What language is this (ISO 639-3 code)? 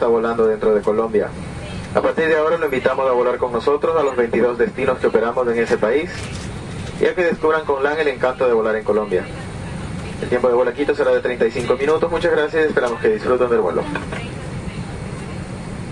spa